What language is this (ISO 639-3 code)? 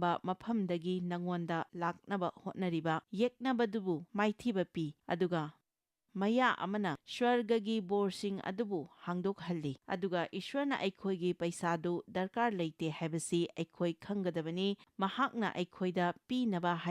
mni